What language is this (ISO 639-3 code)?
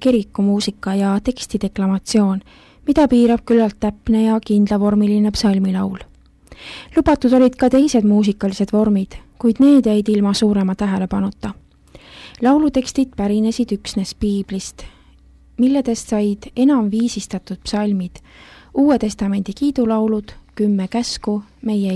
est